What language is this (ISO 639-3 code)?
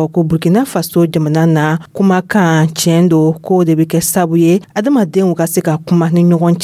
dyu